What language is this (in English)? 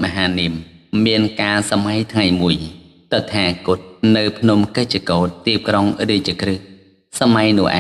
Khmer